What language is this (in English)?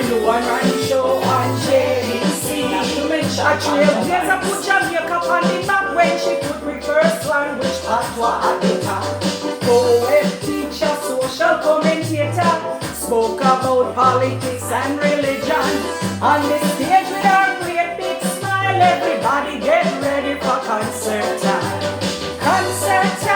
Jamaican Creole English